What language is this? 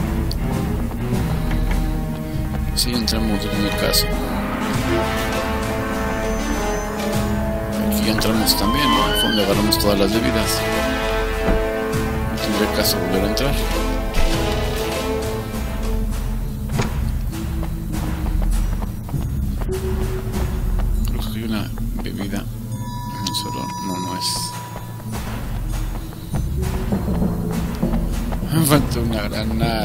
Spanish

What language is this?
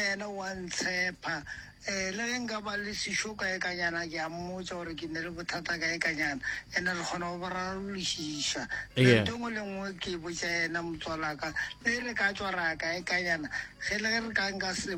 Northern Sotho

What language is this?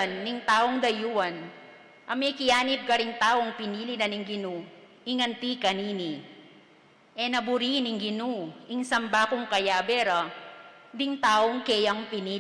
Pampanga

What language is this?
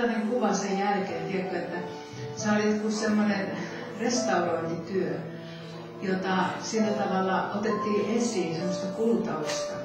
Finnish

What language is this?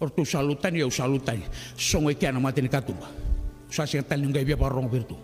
Fijian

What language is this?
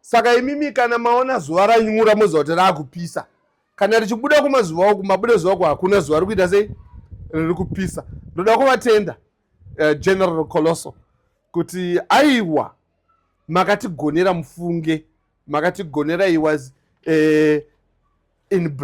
Shona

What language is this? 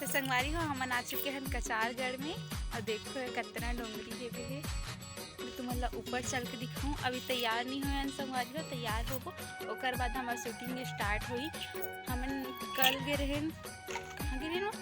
Chhattisgarhi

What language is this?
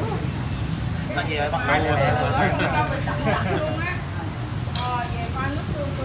Vietnamese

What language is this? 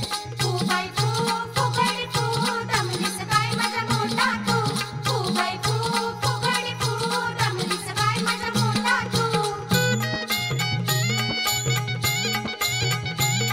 Marathi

